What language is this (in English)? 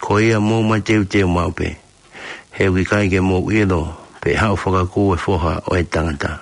Tongan